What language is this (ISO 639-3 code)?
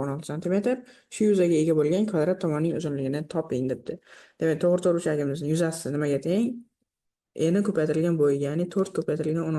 uzb